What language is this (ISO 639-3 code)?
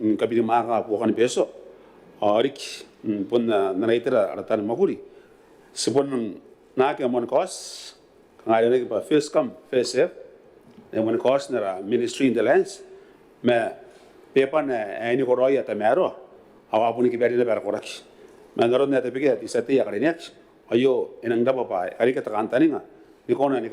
gil